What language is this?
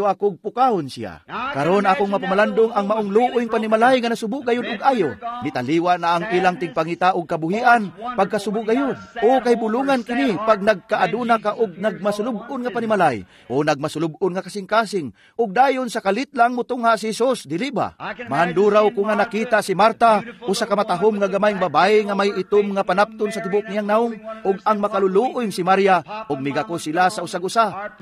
Cebuano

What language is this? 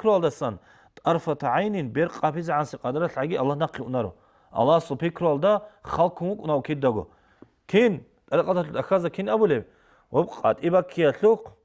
Avaric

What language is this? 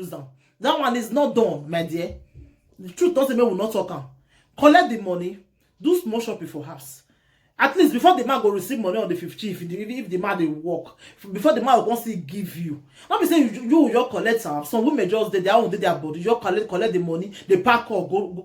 Nigerian Pidgin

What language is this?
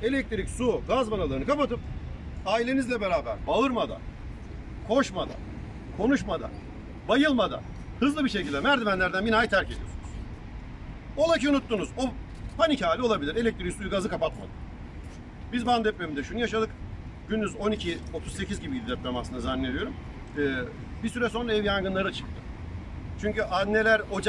Turkish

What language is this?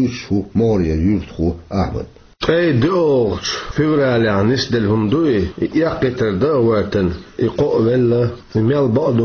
Chechen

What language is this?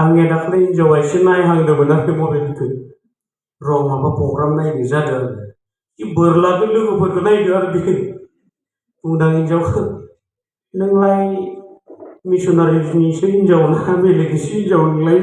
Bodo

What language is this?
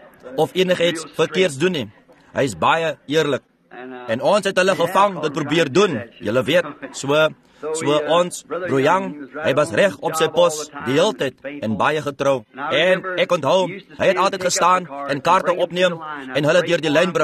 Afrikaans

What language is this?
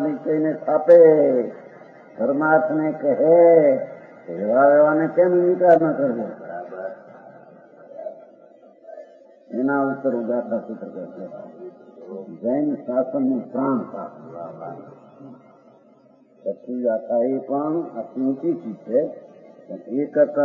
Gujarati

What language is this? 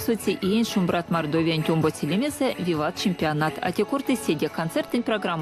Erzya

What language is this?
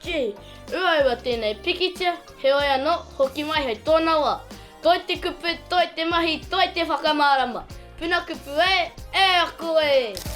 Māori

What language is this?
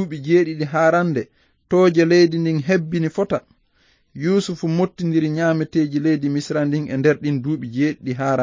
Fula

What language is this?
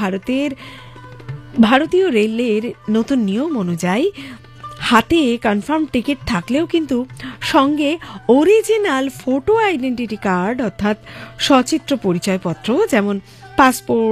Bangla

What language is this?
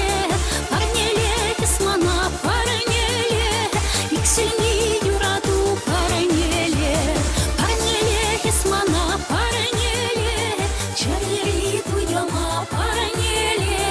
Chuvash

